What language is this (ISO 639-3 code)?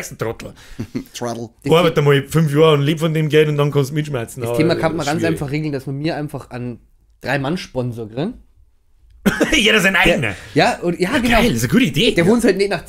bar